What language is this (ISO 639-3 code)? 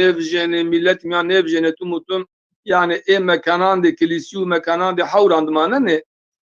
zza